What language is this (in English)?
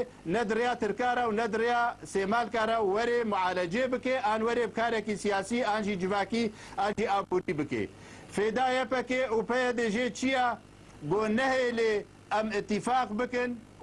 Kurdish